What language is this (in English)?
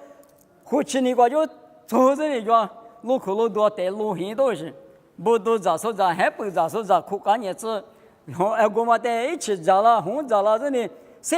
Lisu